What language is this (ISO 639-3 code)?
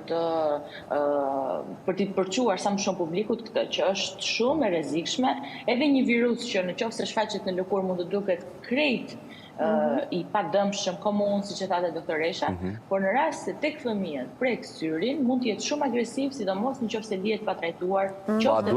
sqi